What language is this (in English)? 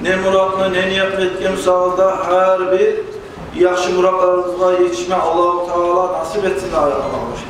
Kumyk